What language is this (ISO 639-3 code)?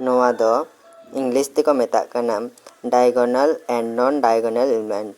sat